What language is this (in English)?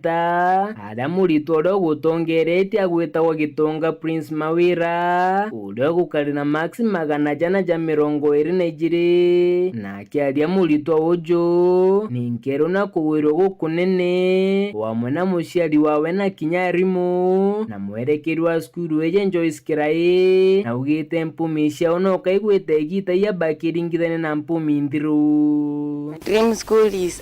Meru